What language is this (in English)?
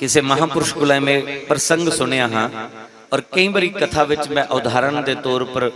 Dogri